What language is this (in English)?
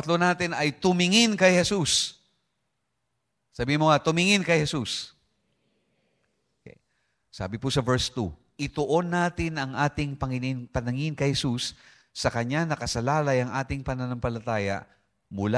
Filipino